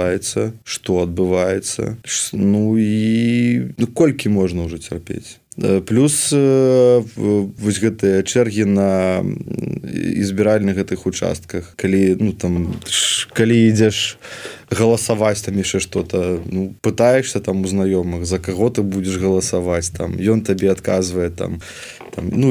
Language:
Belarusian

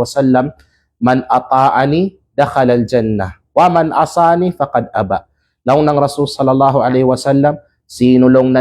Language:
Kalagan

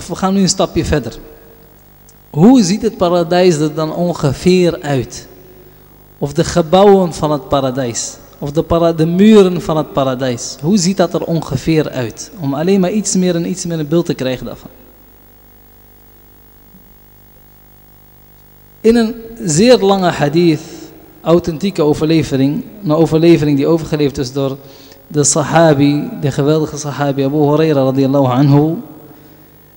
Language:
Dutch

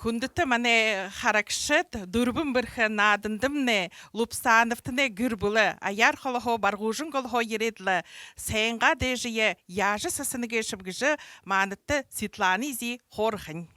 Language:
Buriat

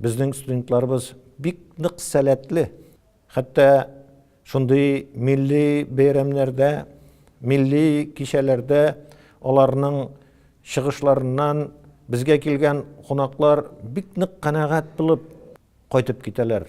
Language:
Tatar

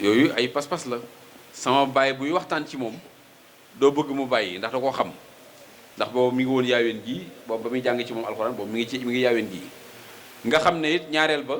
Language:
Wolof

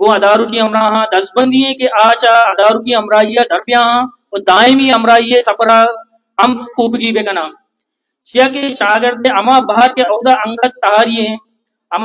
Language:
Baluchi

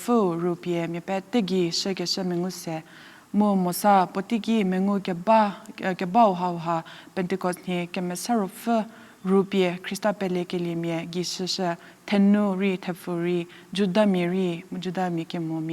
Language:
Angami Naga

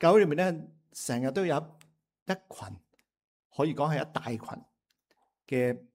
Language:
Cantonese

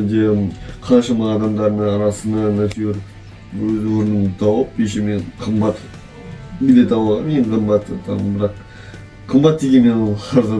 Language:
Kazakh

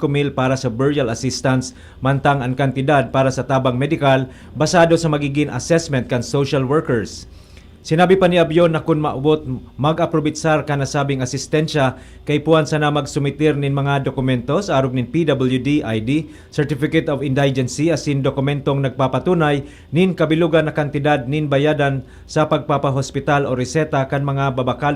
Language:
Bikol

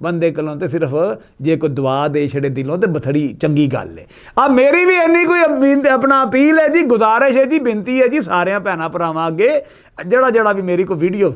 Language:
Western Panjabi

